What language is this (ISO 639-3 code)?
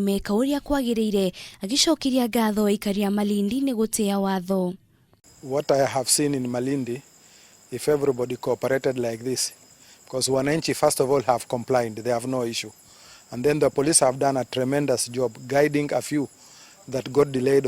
kik